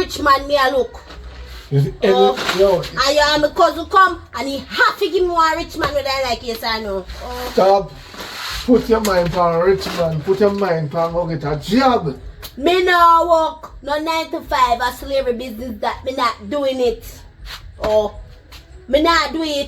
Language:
Jamaican Creole English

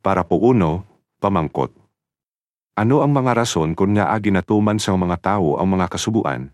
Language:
Hiligaynon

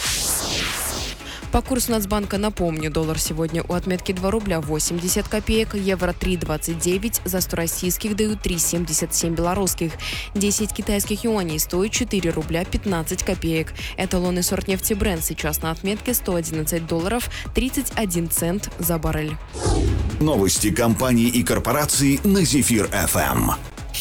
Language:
Russian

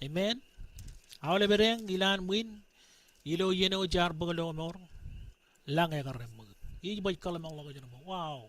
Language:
Marshallese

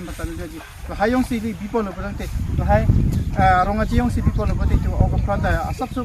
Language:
Karbi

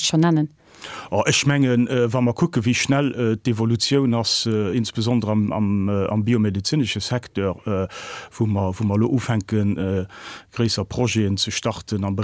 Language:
Luxembourgish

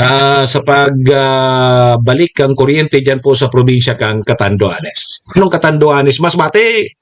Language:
Bikol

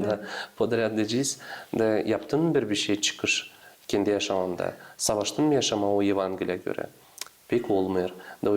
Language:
Gagauz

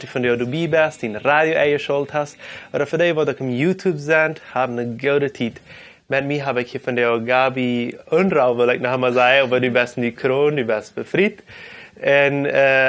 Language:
Plautdietsch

